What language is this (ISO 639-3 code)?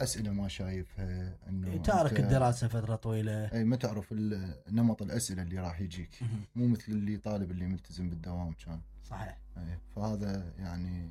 acm